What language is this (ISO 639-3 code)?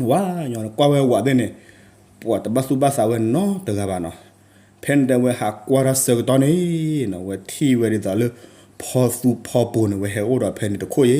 ksw